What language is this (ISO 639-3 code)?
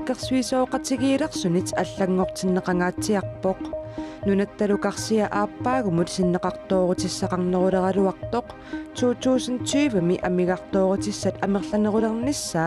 kal